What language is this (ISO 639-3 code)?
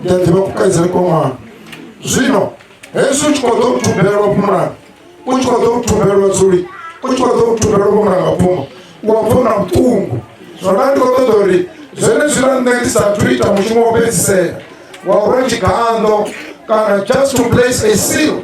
ven